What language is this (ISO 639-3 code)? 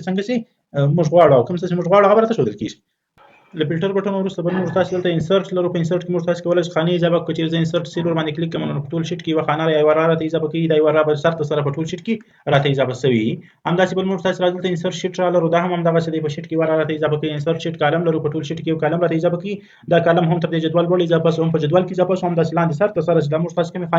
pus